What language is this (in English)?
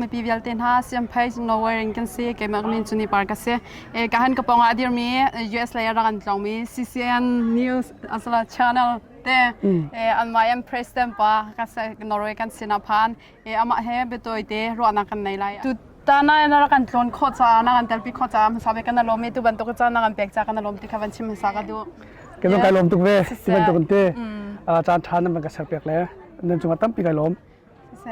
Hakha Chin